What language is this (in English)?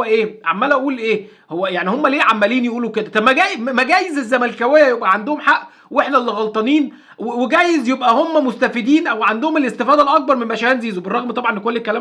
Egyptian Arabic